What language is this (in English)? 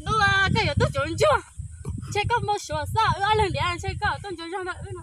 Hmong